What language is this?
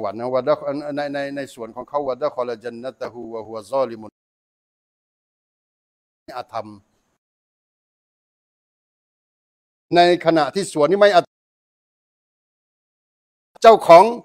Thai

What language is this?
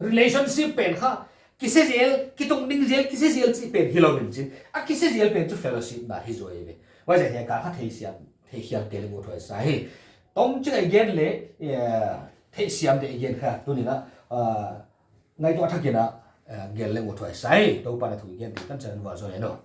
Paite Chin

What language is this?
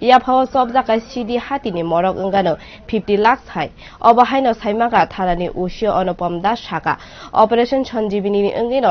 Kok Borok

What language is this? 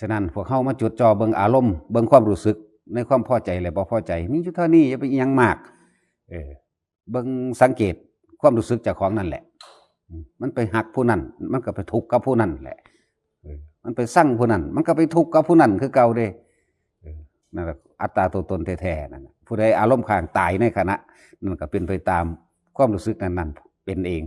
Northeastern Thai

